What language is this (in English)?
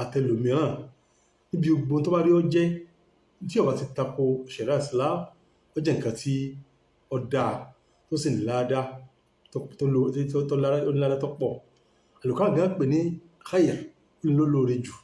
Yoruba